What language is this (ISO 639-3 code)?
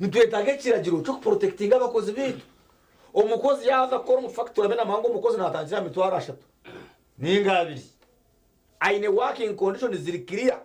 nyn